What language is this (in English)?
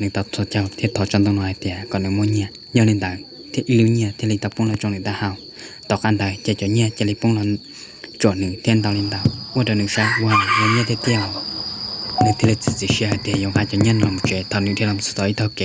Hmong